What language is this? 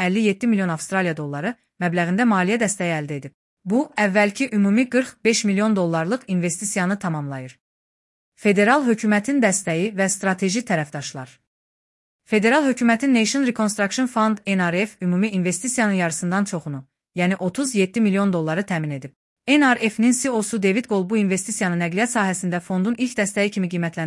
Azerbaijani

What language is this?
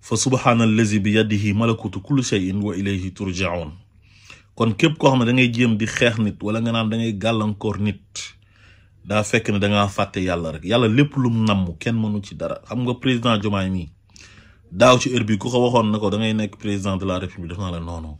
Wolof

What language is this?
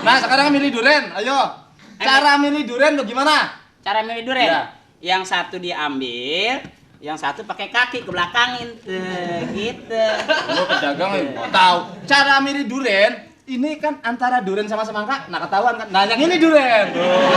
Betawi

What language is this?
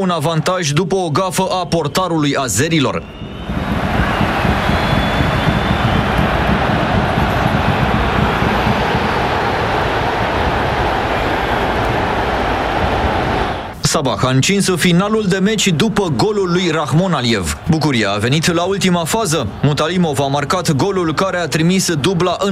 Romanian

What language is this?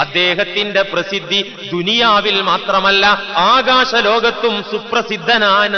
Malayalam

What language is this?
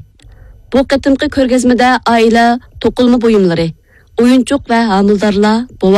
Uyghur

